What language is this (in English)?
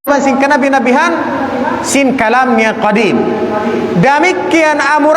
Tausug